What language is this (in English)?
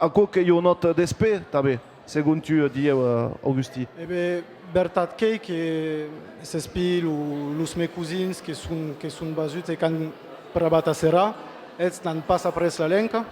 Occitan